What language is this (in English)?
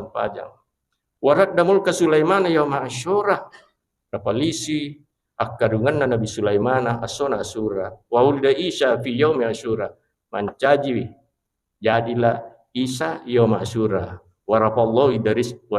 Buginese